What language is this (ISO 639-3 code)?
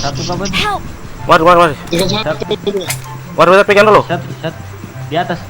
abs